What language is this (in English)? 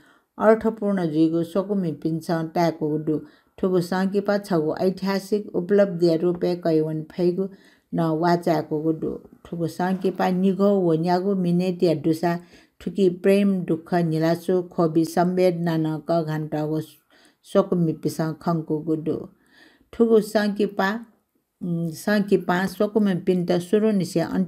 Newari